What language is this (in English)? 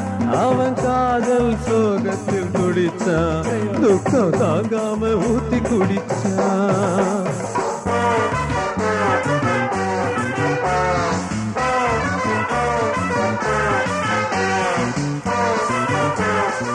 Tamil